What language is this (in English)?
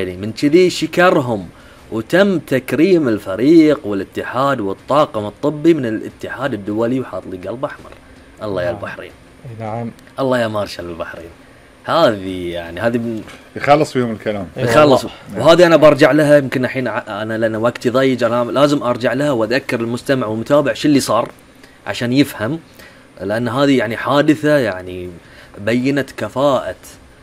Gulf Arabic